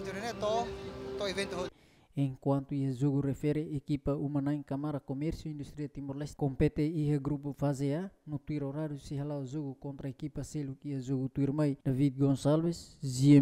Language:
Tetum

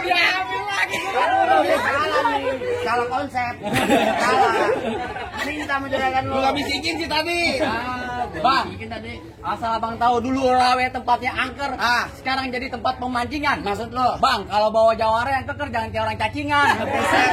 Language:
Betawi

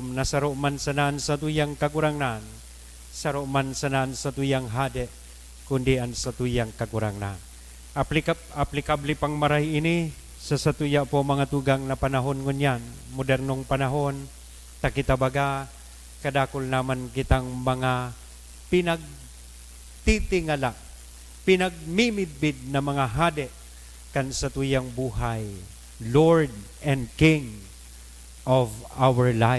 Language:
Bikol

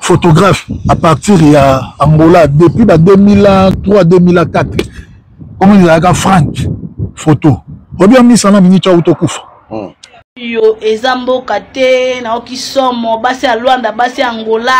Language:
Lingala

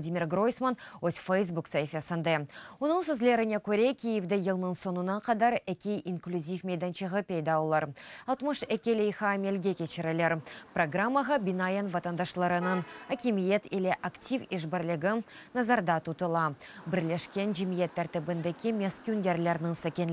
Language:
Crimean Tatar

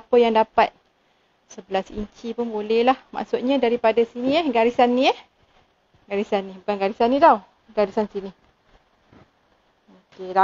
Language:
Malay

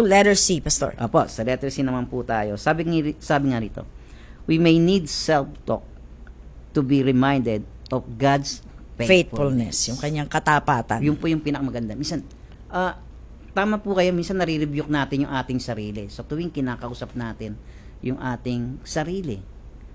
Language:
Filipino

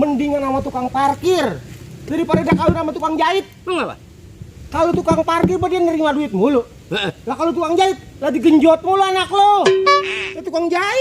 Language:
Betawi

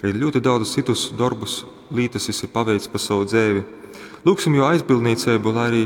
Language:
Latgalian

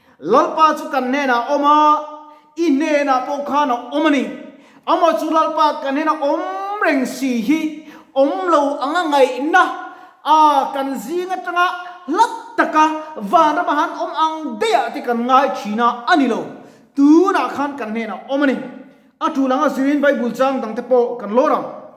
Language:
Mizo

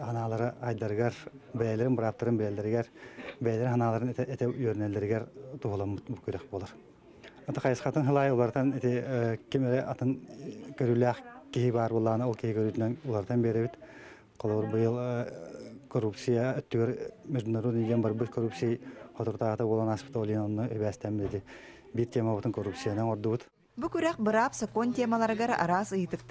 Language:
Yakut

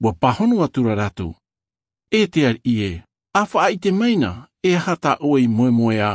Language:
Tahitian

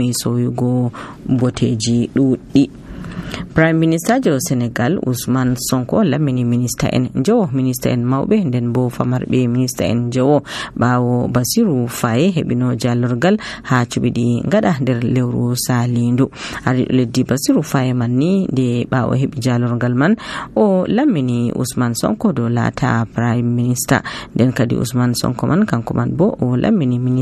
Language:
Nigerian Fulfulde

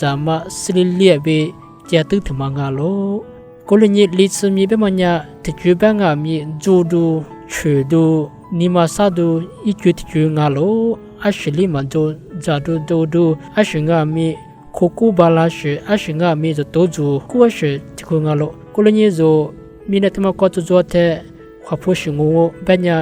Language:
Lisu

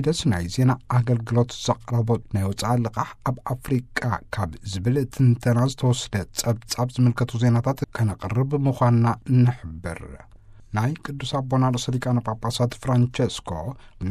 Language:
Tigrinya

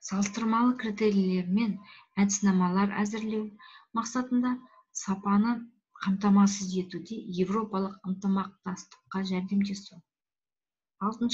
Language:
Kazakh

